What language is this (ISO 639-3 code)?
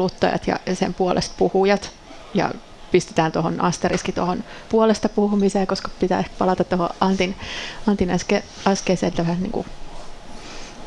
fin